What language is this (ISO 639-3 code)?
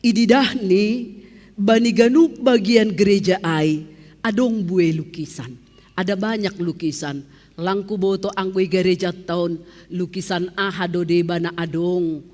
bts